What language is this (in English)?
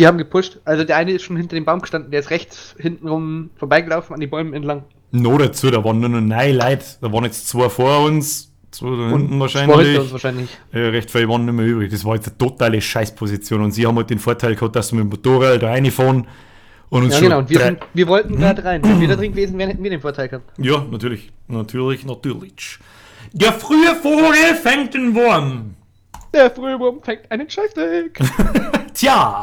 Bavarian